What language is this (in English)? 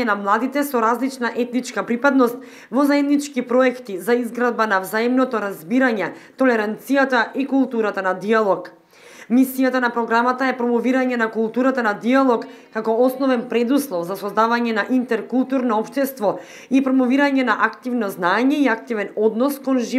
Macedonian